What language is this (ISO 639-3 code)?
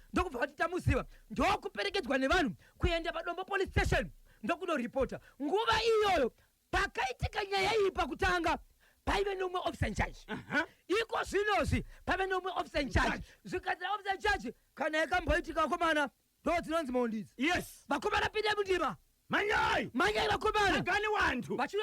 sna